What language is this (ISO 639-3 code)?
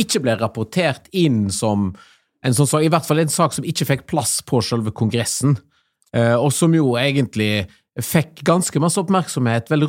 nor